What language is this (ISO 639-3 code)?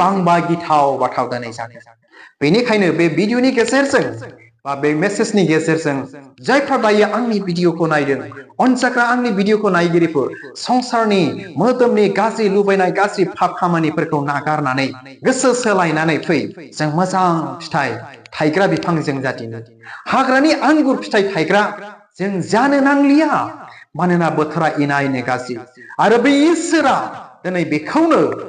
brx